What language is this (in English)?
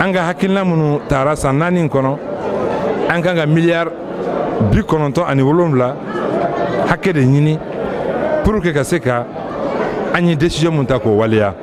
Bambara